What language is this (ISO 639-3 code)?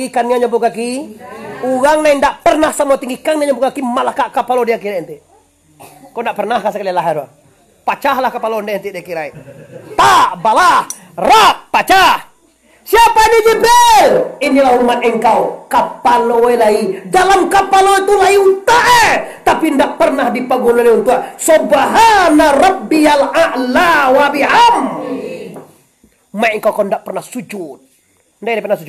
min